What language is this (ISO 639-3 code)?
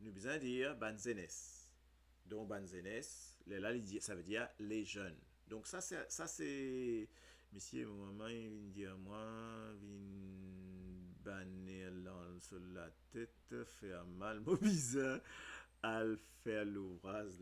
mfe